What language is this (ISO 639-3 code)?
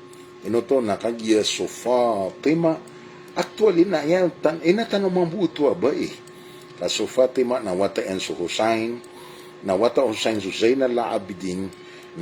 mrw